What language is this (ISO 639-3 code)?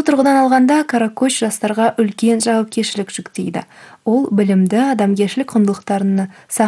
kaz